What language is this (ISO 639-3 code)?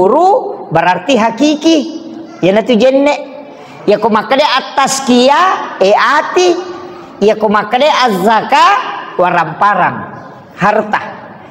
bug